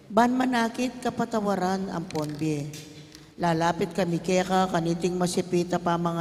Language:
Pampanga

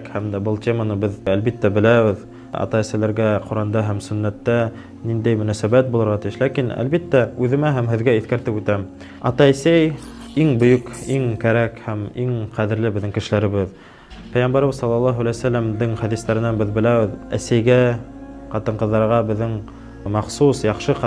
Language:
Bashkir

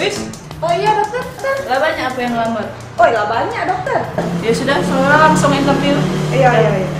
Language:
Musi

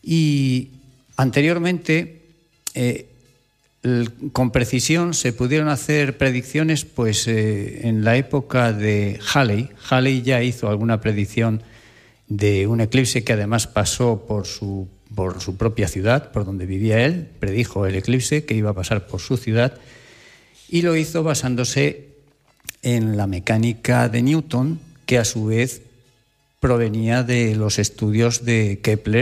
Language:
Spanish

